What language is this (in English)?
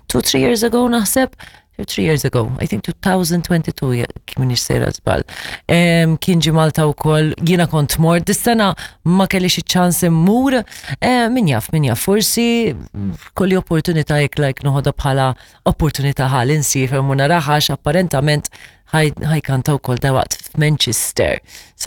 Maltese